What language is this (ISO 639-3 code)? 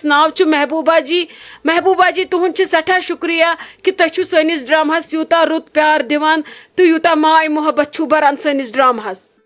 kas